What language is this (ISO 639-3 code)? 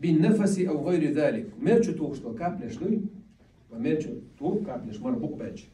che